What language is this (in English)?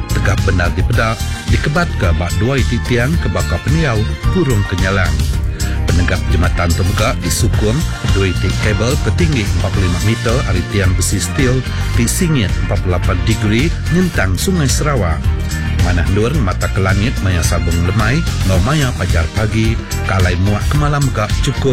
Iban